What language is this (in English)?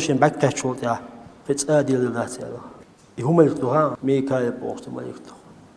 Chechen